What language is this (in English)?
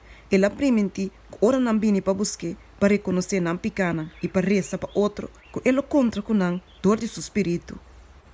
Papiamento